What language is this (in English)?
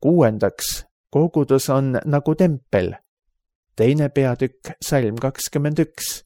Estonian